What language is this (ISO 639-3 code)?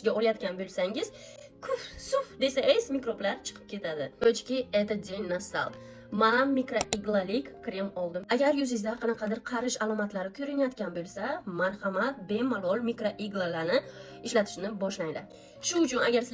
uzb